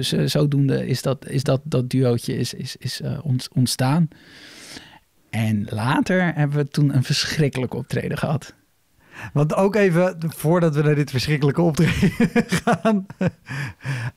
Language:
Dutch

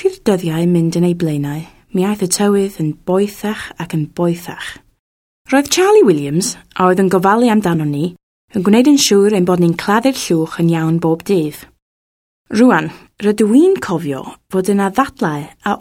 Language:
Welsh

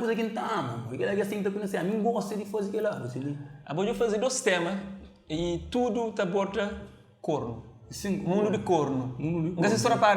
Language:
Kabuverdianu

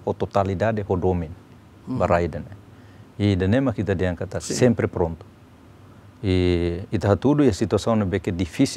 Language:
Tetum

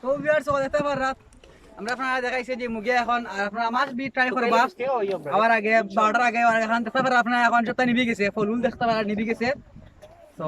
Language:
Sylheti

